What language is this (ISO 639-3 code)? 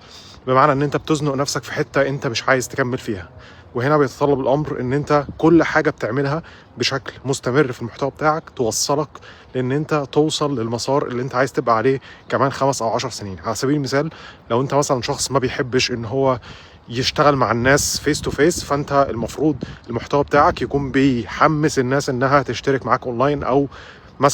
arz